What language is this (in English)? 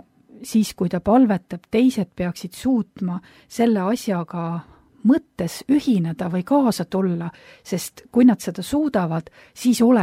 Estonian